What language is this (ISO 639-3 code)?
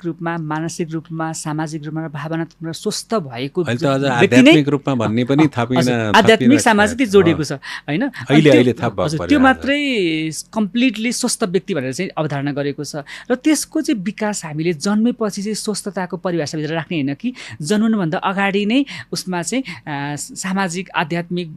nep